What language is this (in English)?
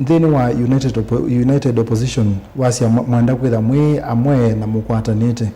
Kamba